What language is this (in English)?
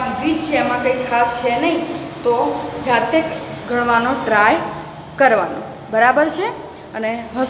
Gujarati